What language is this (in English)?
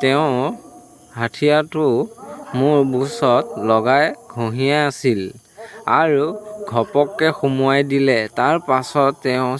Assamese